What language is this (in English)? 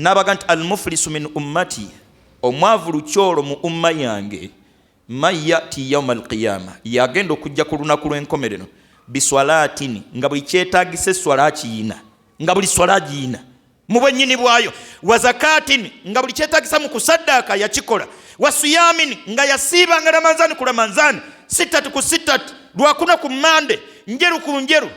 Ganda